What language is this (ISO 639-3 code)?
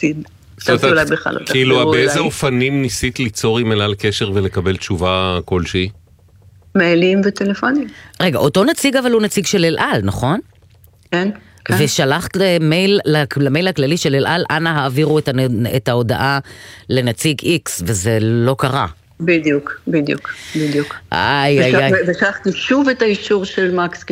heb